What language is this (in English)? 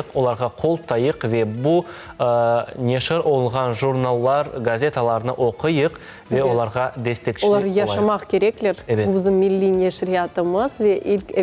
Crimean Tatar